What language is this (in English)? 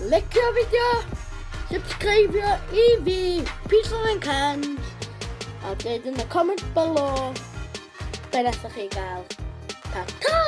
Welsh